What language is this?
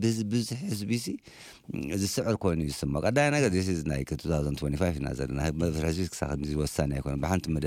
Tigrinya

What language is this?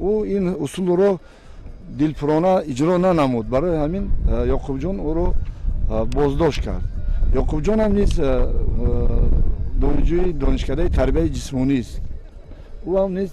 Tajik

